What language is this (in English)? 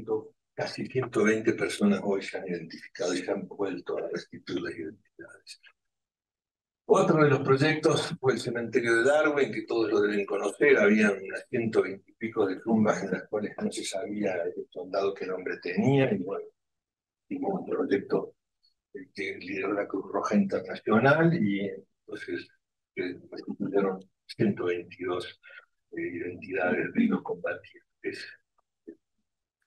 Spanish